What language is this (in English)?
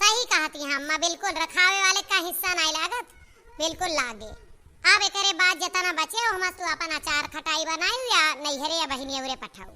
Awadhi